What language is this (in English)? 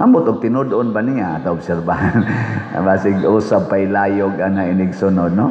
Cebuano